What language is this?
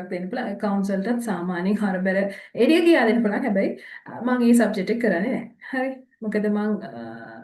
Sinhala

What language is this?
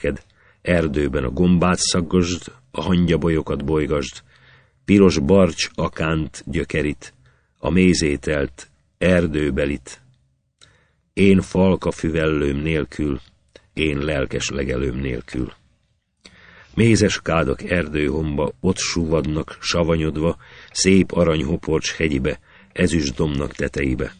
Hungarian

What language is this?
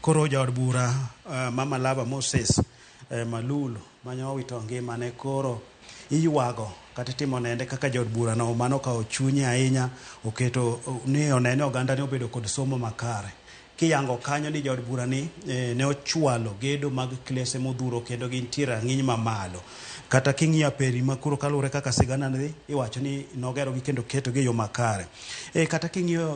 Luo (Kenya and Tanzania)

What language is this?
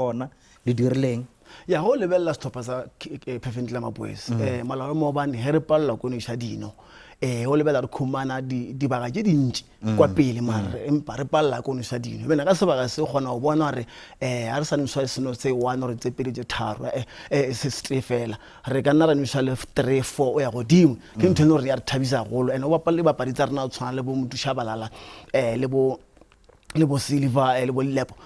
Northern Sotho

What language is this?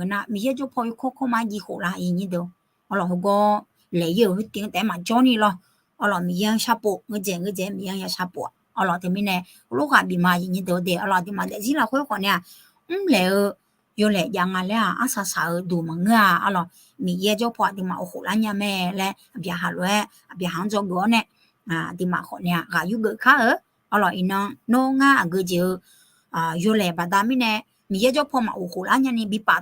Akha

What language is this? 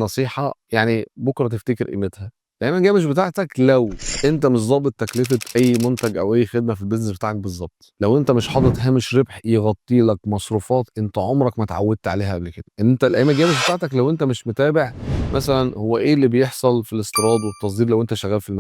Egyptian Arabic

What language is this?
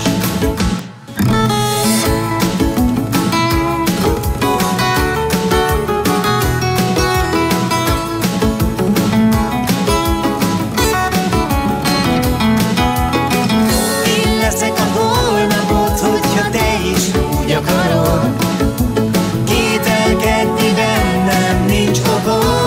Hungarian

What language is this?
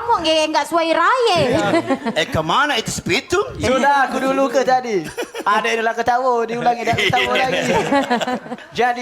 Musi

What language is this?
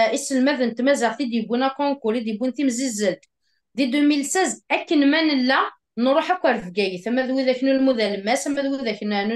Kabyle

